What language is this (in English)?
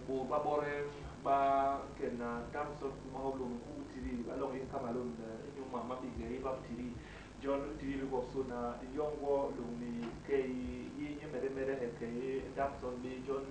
Basaa